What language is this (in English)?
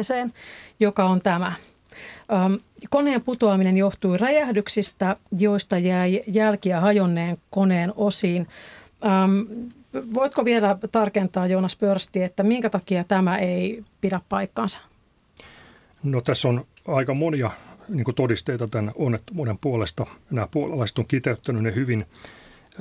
Finnish